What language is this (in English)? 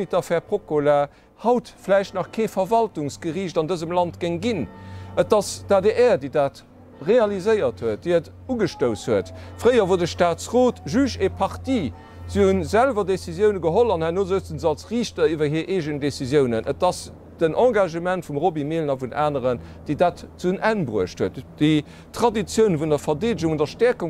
Luxembourgish